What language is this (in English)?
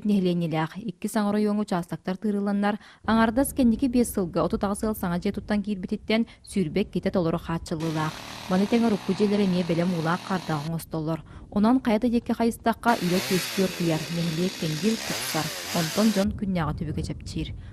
Yakut